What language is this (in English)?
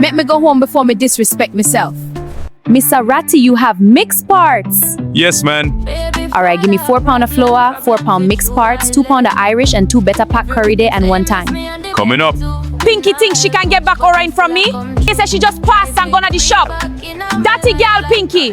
Jamaican Creole English